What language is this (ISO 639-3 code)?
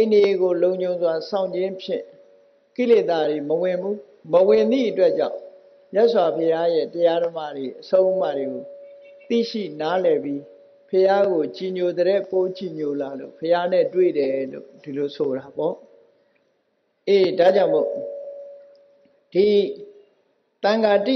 mya